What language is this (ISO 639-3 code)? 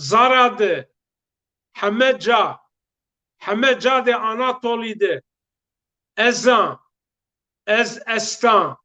zza